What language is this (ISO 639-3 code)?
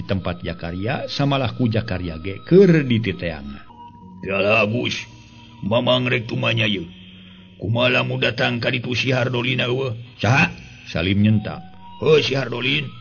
sun